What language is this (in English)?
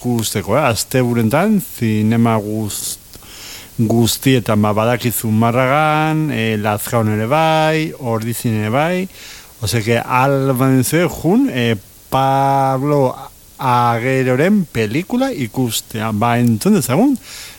Basque